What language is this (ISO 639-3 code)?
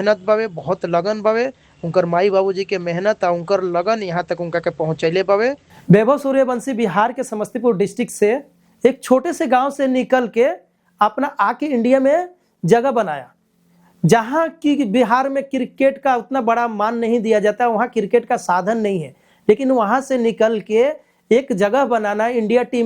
bho